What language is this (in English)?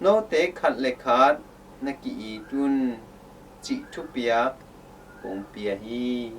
Tedim Chin